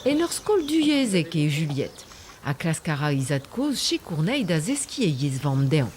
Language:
Breton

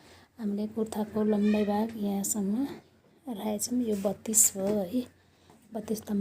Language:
Nepali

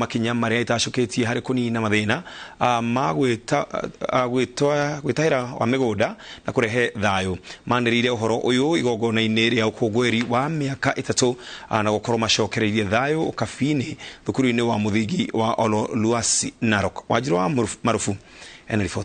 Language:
Kikuyu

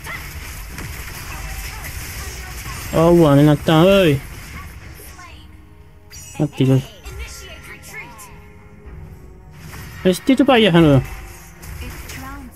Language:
Malay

